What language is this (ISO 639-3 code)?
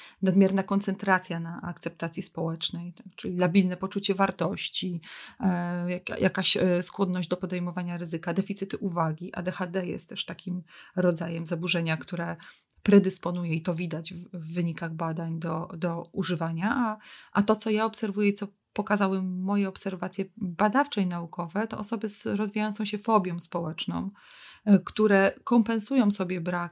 pol